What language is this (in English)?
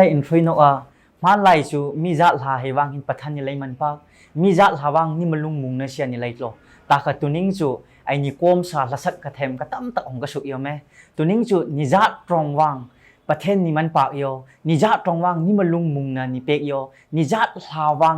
Hmar